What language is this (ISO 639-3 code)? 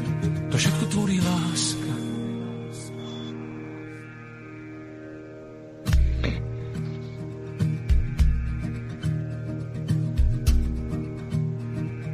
slk